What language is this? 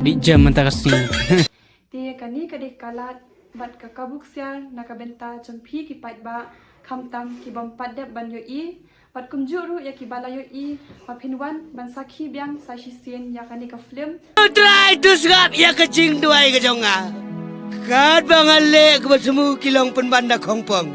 Khasi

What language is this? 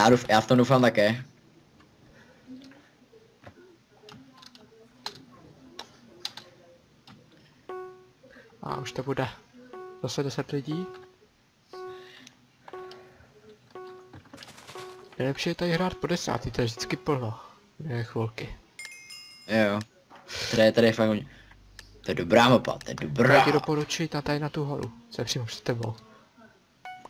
Czech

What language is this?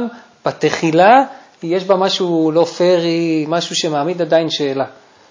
Hebrew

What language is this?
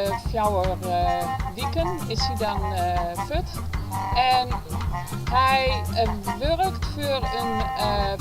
Western Frisian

